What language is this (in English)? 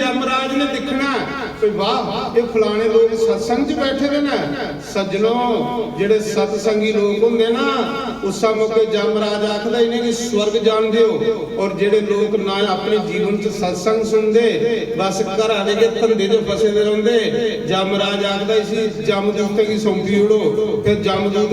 Dogri